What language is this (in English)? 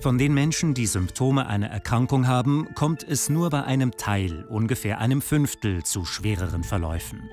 Swiss German